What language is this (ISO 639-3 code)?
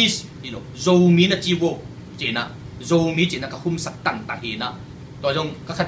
ctd